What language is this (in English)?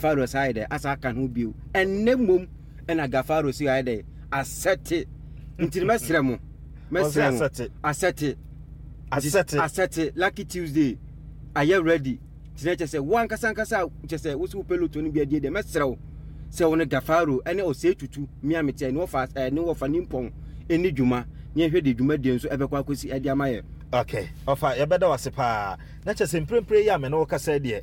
Akan